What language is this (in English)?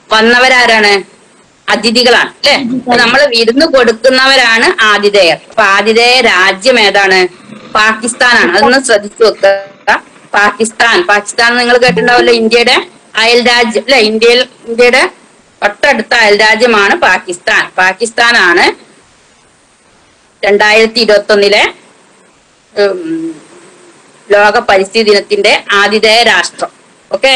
Malayalam